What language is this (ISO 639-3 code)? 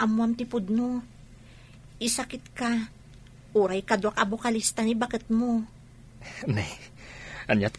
ilo